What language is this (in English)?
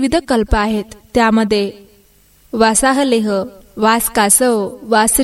Marathi